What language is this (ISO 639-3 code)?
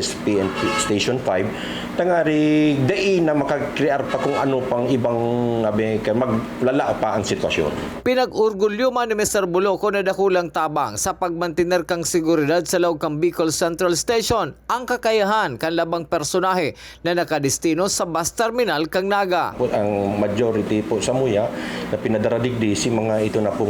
bik